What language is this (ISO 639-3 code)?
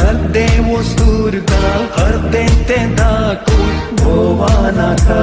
kok